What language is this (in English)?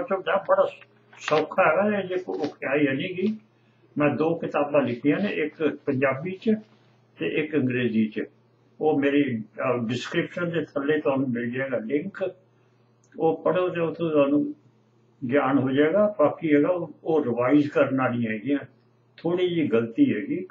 Punjabi